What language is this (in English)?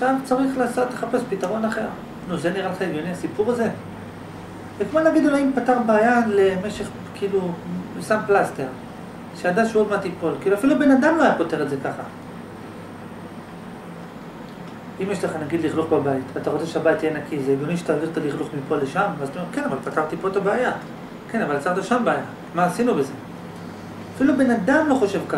Hebrew